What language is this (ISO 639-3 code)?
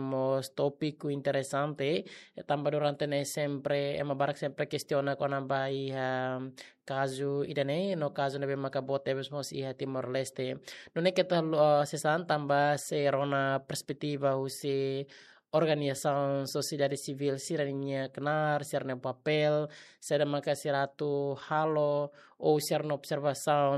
tet